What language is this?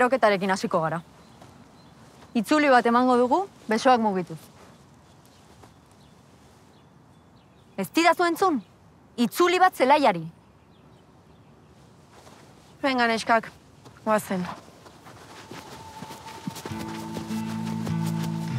Basque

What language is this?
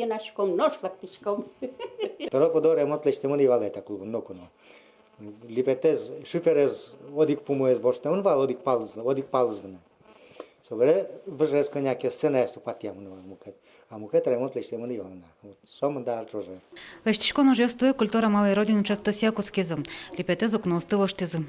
Udmurt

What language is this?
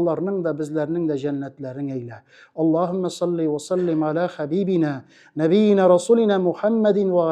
Tatar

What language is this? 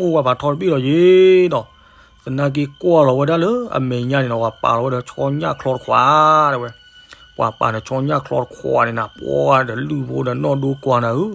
S'gaw Karen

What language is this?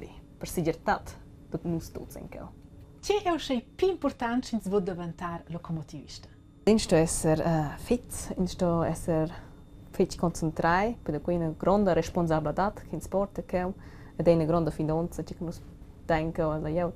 Romansh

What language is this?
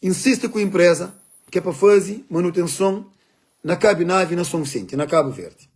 Kabuverdianu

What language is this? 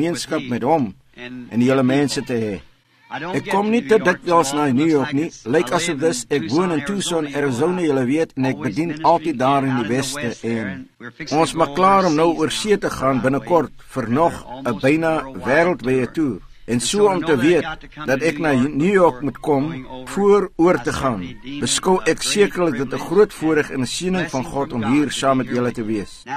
Afrikaans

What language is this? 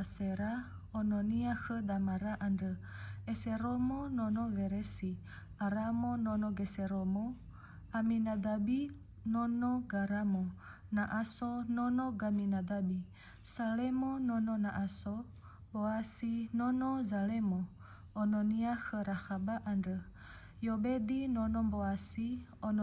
Nias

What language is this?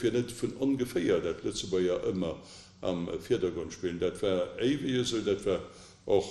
Luxembourgish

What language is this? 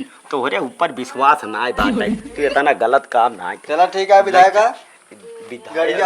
Awadhi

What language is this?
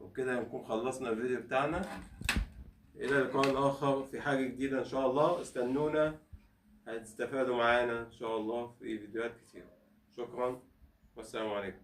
Egyptian Arabic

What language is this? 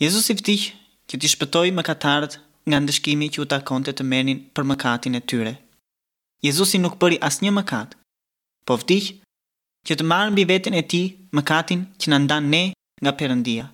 Albanian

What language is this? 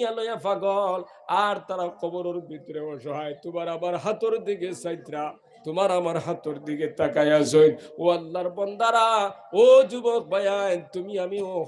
Sylheti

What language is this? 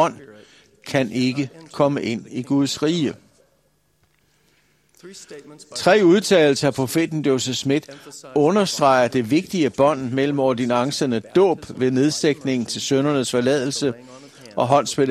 Danish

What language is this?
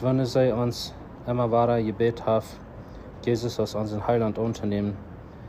Plautdietsch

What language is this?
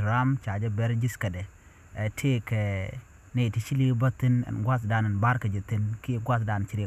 Nuer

